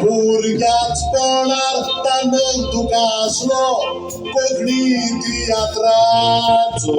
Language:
Konkani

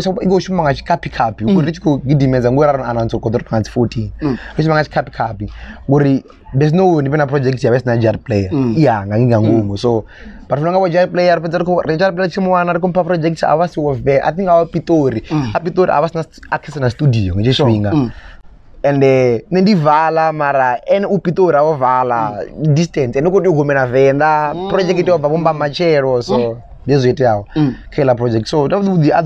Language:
Venda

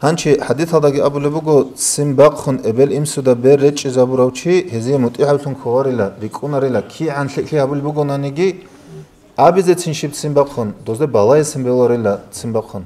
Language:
Avaric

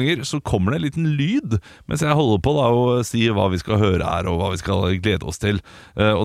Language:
Norwegian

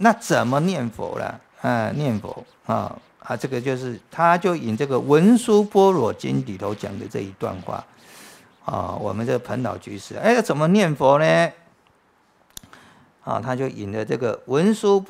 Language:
Chinese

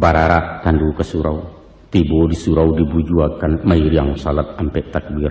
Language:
Minangkabau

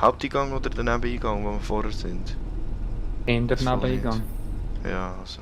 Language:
Swiss German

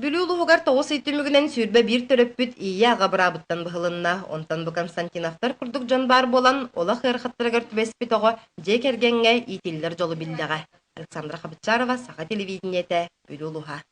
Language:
Yakut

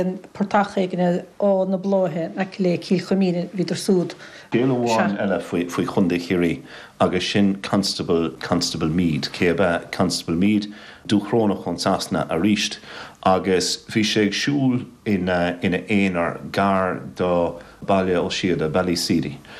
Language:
Irish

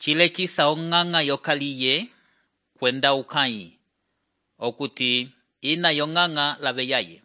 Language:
Umbundu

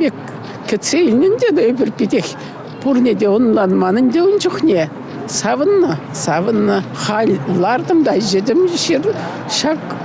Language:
Chuvash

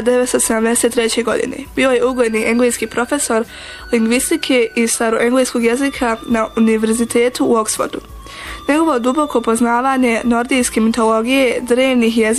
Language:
Bosnian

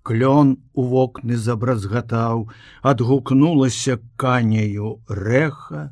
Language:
Belarusian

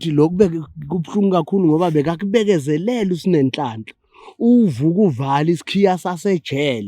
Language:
Zulu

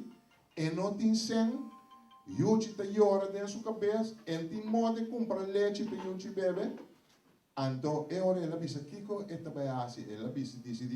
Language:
Papiamento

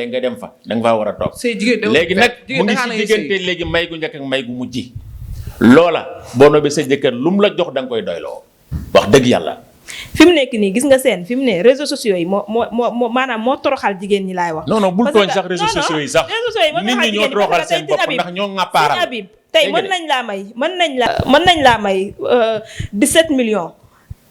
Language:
Wolof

